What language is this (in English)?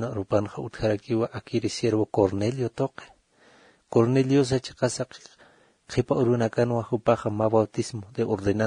Aymara